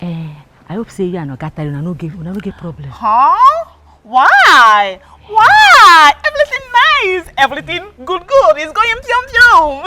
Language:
Nigerian Pidgin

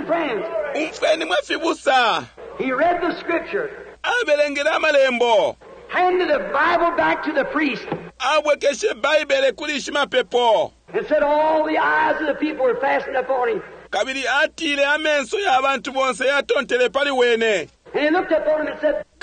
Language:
Bemba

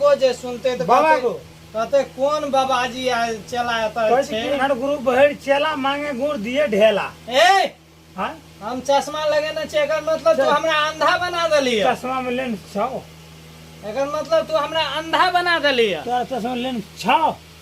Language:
Maithili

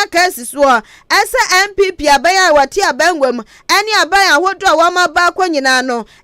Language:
Akan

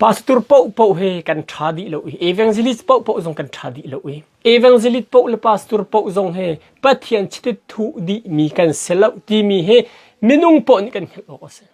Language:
Hakha Chin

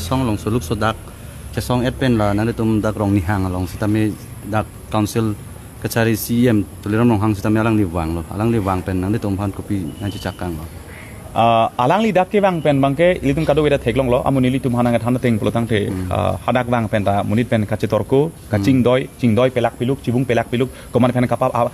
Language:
Karbi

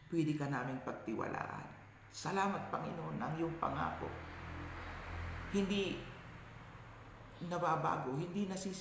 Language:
Filipino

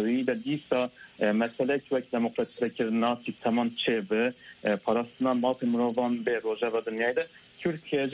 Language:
Kurdish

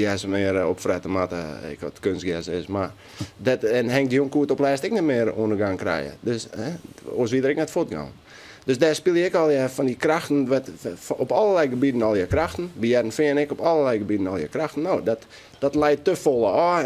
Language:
Western Frisian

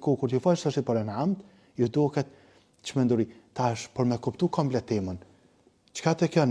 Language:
Albanian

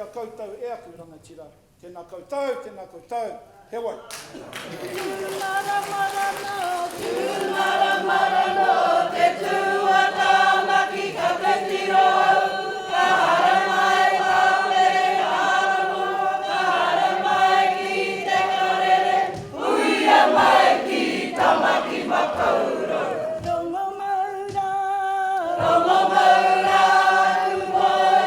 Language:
Māori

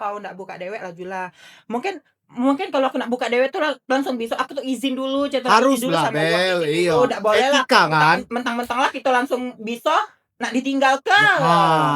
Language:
Musi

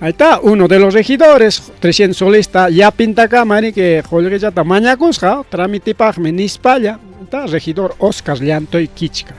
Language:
Ayacucho Quechua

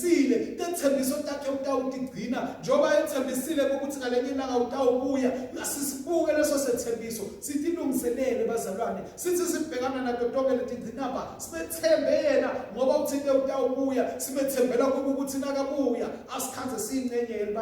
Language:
Swati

